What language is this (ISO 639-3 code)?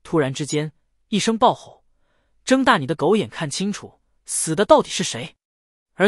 zho